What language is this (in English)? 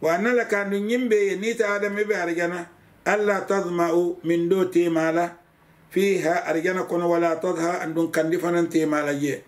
Mandingo